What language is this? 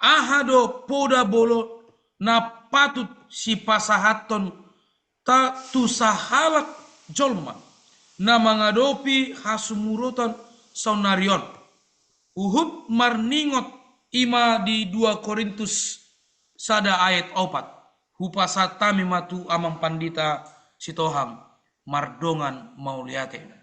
Batak Toba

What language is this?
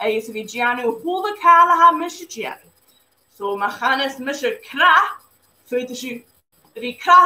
Scottish Gaelic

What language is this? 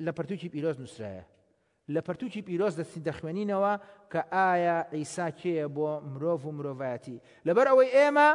Central Kurdish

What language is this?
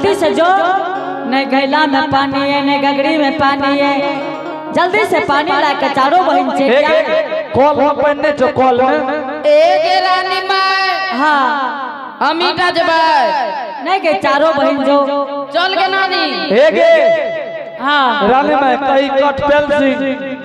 Angika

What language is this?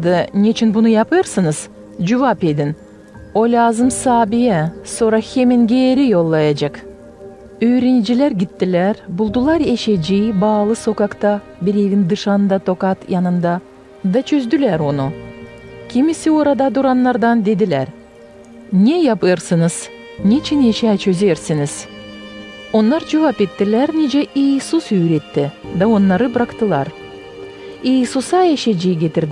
Gagauz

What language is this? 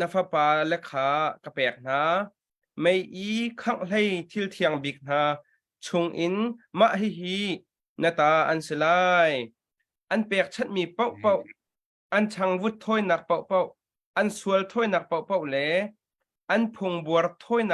Hakha Chin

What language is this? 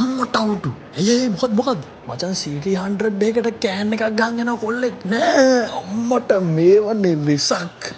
Sinhala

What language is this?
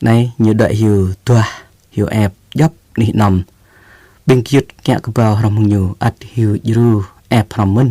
Jarai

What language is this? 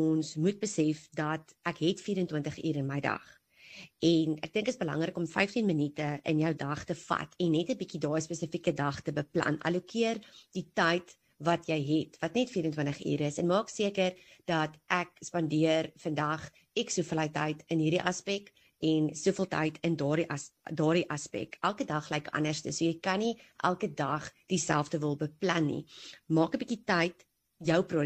Afrikaans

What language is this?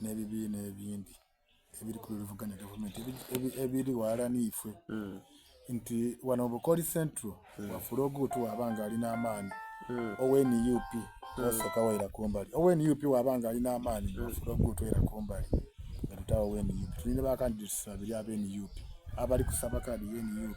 Soga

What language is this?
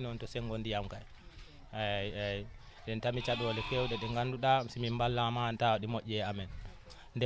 Fula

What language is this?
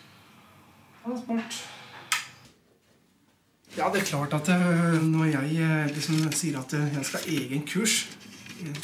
Norwegian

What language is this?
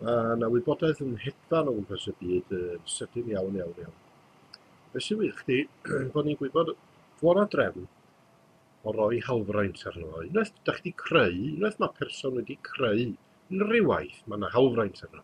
Welsh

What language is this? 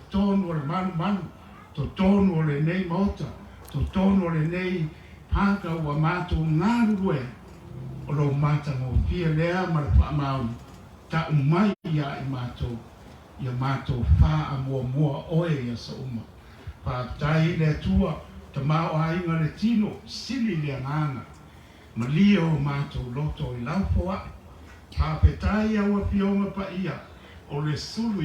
Samoan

